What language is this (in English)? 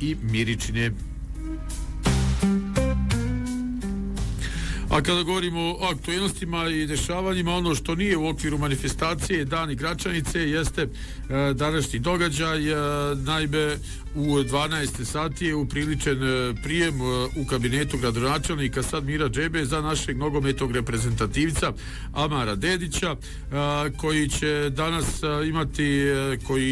Bosnian